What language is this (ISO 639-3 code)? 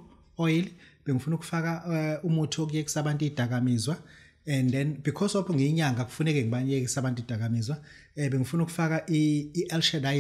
zul